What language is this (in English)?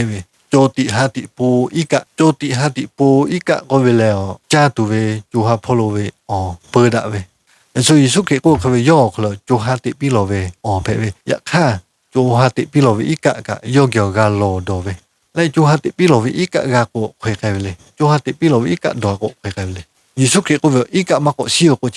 Lahu